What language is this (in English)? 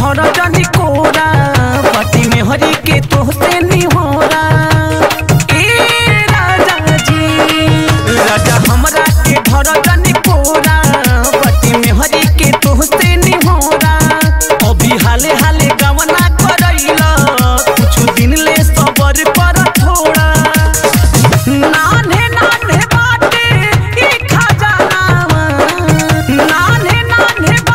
Bhojpuri